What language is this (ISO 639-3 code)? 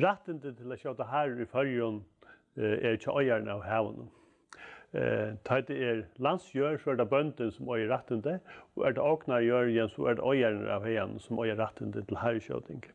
fao